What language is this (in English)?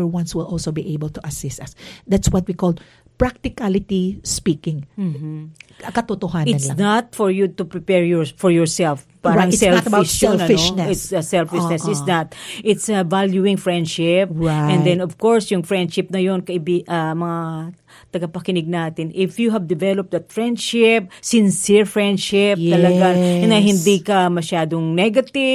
Filipino